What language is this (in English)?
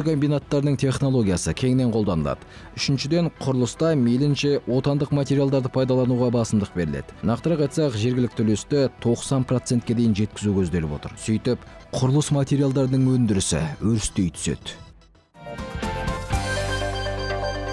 Kazakh